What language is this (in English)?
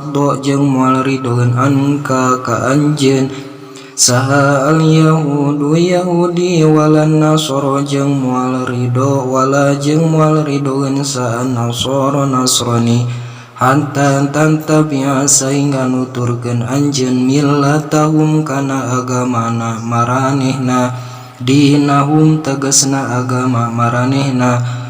Sundanese